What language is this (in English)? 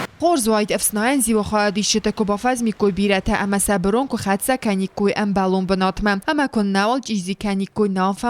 Ossetic